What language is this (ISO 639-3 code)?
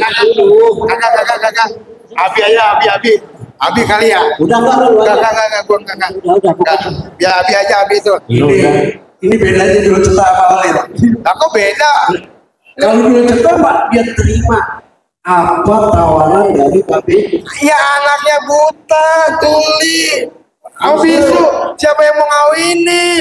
bew